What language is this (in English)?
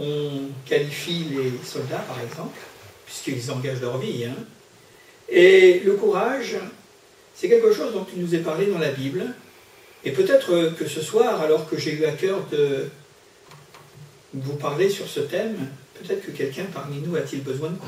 French